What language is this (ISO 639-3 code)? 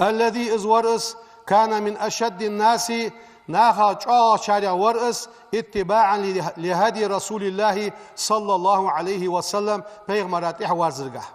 inh